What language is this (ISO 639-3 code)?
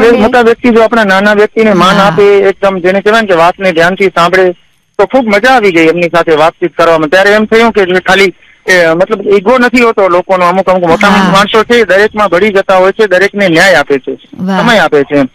guj